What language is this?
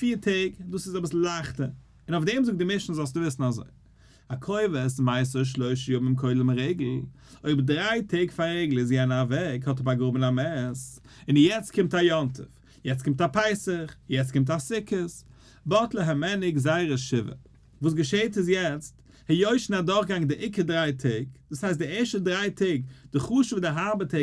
Yiddish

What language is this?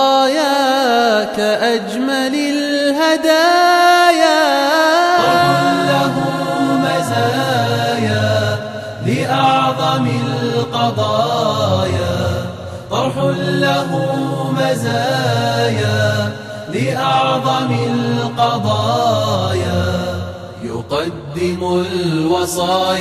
Arabic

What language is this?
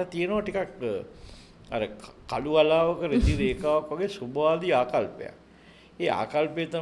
Sinhala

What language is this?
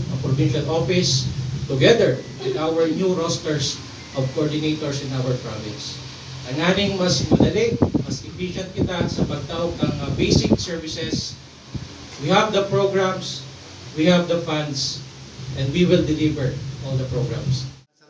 Bikol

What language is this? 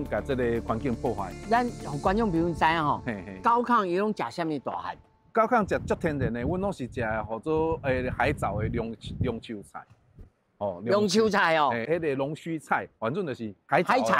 Min Nan Chinese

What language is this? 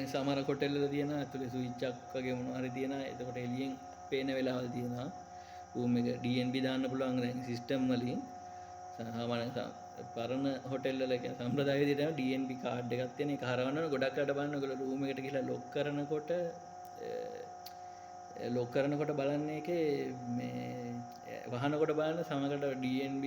Sinhala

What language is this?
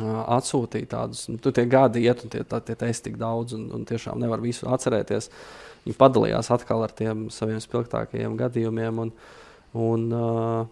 Latvian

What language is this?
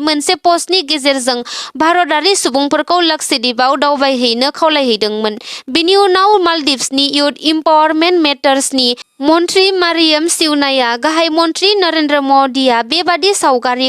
Bodo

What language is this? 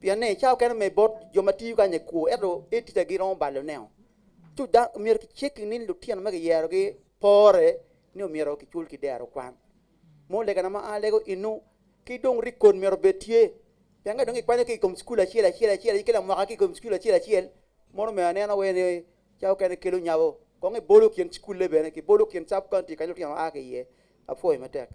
Acoli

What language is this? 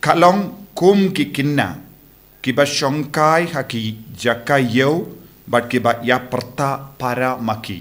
Khasi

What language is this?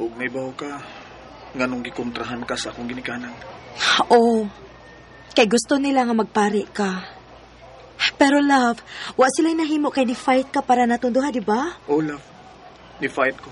Cebuano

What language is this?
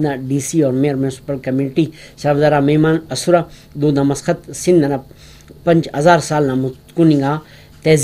Brahui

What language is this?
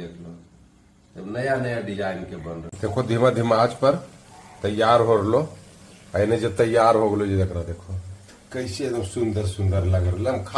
Magahi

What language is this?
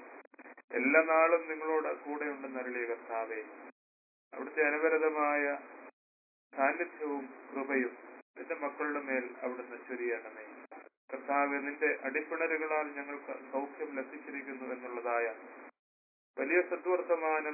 Malayalam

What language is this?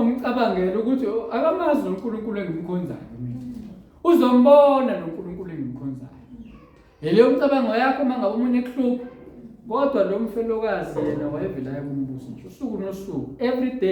Zulu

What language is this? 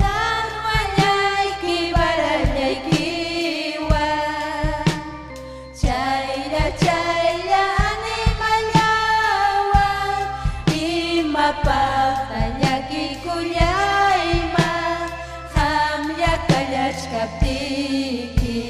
Ayacucho Quechua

